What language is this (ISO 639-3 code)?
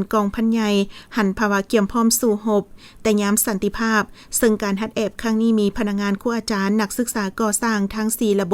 lao